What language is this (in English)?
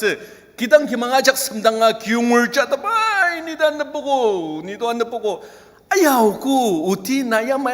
Ao Naga